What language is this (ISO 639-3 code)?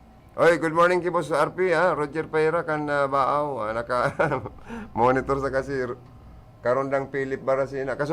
bik